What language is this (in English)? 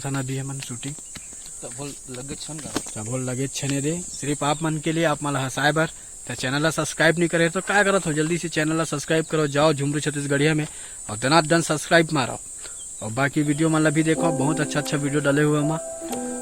Chhattisgarhi